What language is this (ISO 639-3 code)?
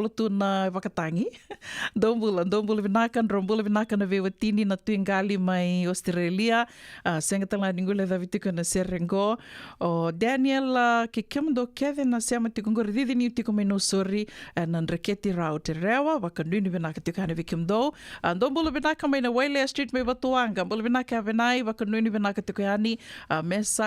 fij